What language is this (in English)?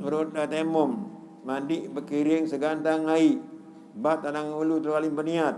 Sasak